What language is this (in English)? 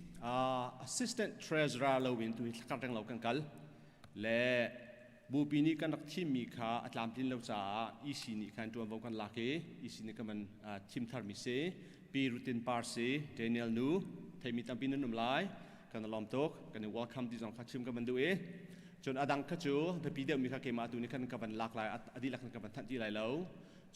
Hakha Chin